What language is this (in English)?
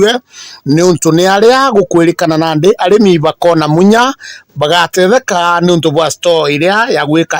Meru